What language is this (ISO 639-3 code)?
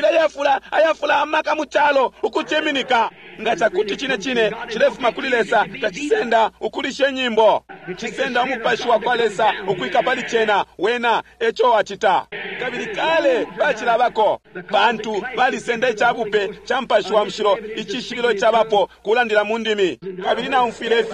bem